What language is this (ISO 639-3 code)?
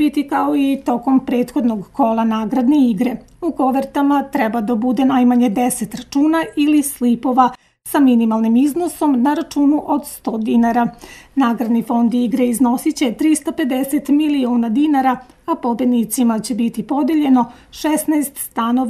srp